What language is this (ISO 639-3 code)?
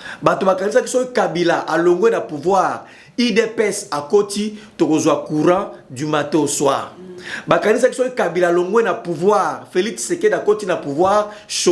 lin